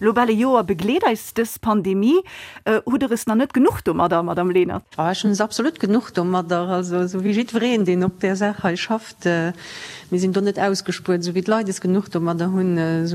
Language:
Luxembourgish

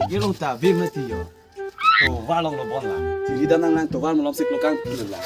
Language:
Karbi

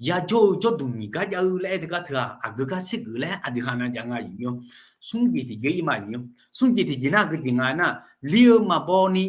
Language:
Akha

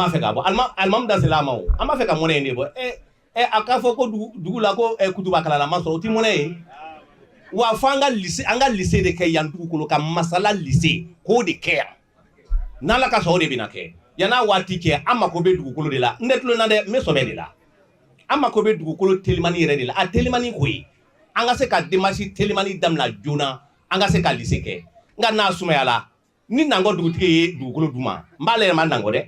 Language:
Bambara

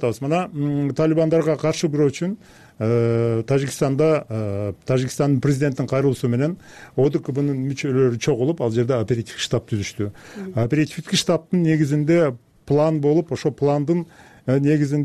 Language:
Kyrgyz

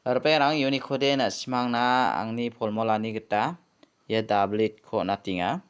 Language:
Garo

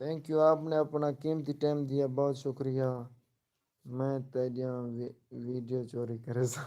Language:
Saraiki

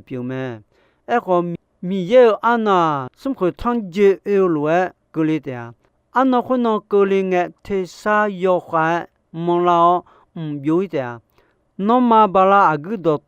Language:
Akha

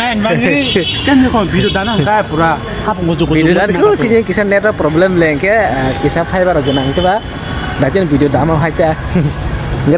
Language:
Kok Borok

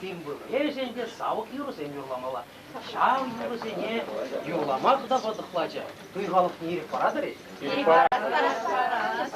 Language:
Chuvash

